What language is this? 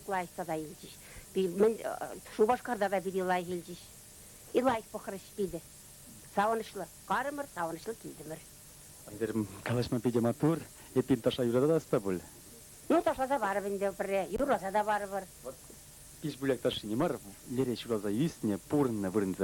Chuvash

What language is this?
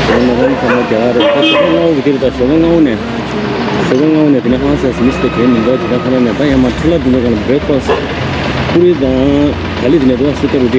Tibetan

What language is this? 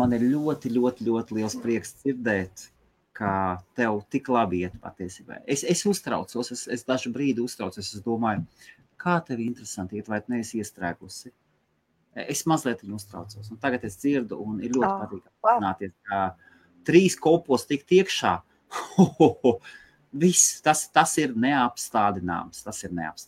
Latvian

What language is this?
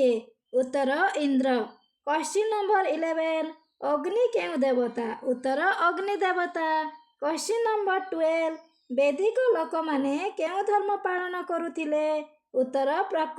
Odia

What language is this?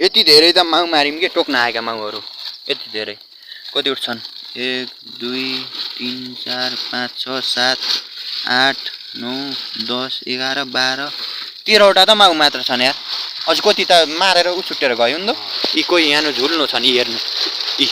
Nepali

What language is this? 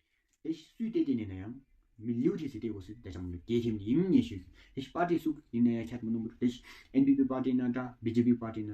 Tawang Monpa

